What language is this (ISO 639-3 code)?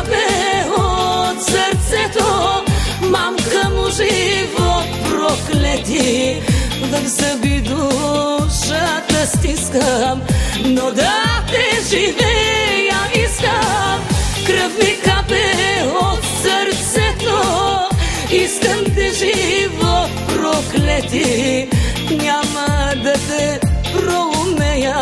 bul